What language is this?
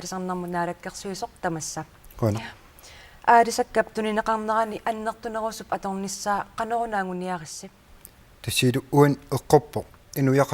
Kalaallisut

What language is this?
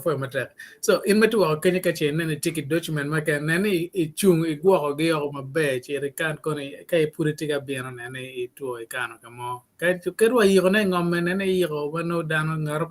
Acoli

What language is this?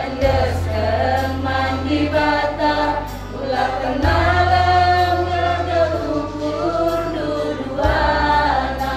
Batak Karo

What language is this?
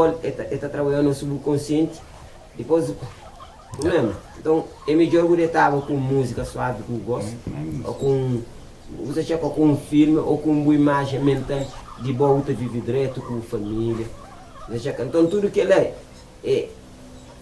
Kabuverdianu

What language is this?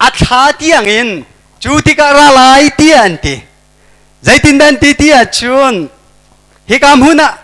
Hakha Chin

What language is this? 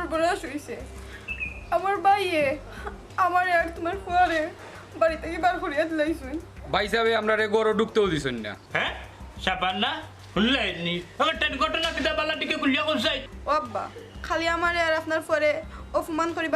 Sylheti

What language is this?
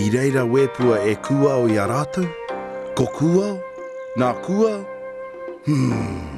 Māori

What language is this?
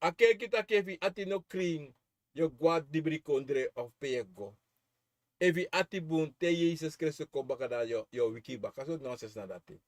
Sranan Tongo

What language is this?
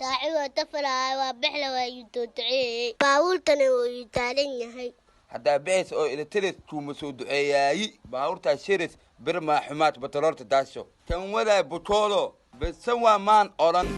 Somali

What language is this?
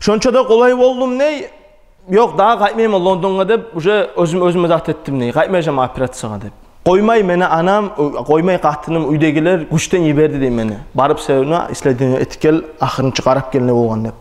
Kumyk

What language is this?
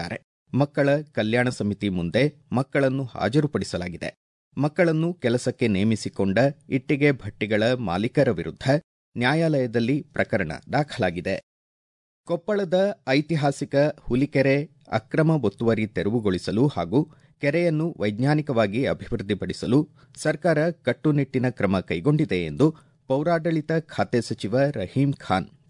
Kannada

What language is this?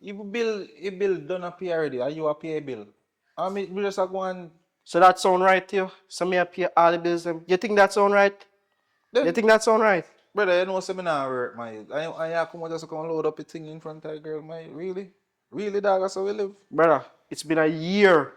Jamaican Creole English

